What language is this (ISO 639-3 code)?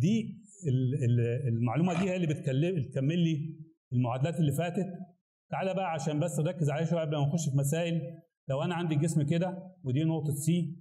arz